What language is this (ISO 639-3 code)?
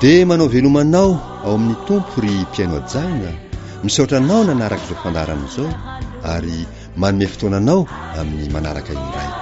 mlg